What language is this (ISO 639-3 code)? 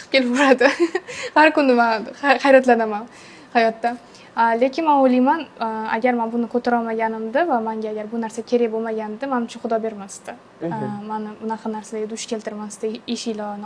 uzb